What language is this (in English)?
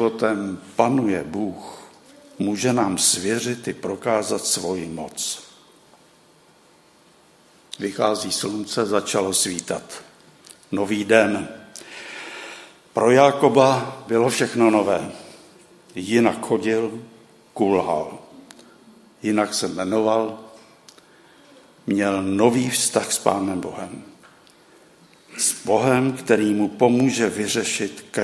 Czech